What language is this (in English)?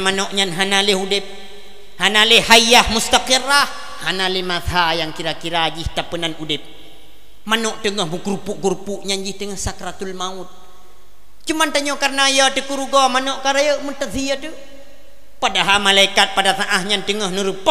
Achinese